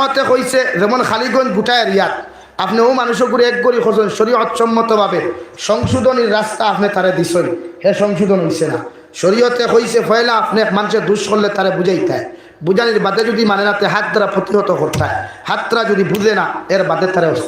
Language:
Sylheti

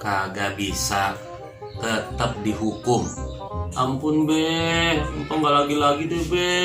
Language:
Betawi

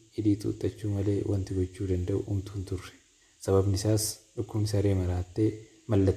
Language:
Oromo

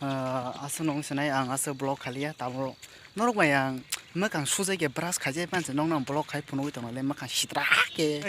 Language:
Kok Borok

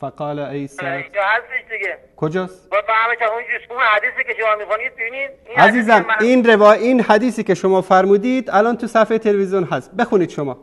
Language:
Persian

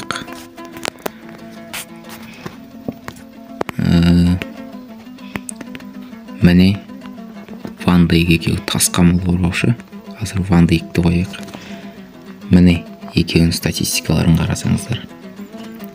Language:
Kazakh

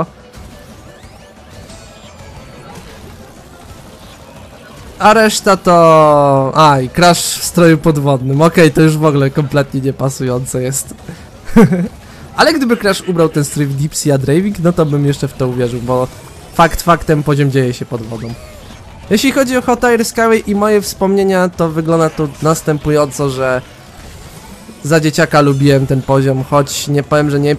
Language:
Polish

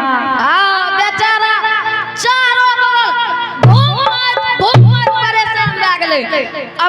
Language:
Angika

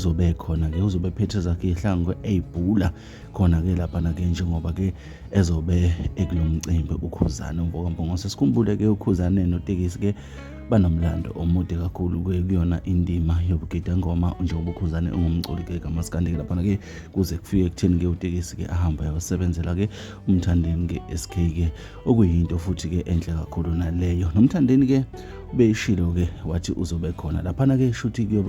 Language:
Zulu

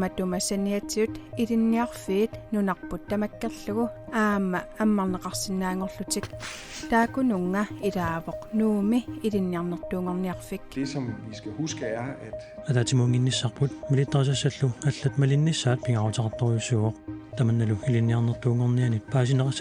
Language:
Kalaallisut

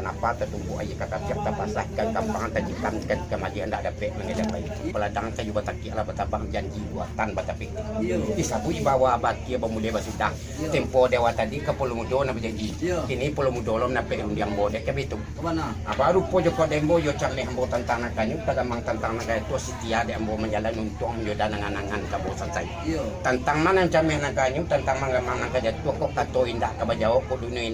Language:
Minangkabau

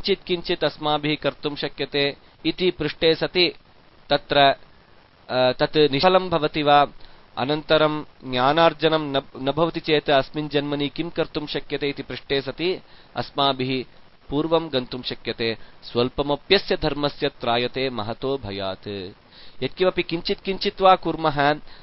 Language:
Sanskrit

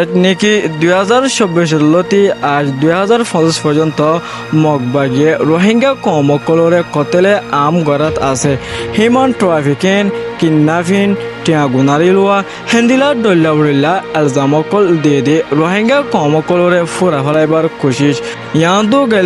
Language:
Rohingya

